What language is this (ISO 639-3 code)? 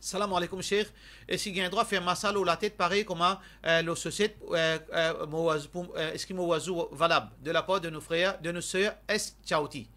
mfe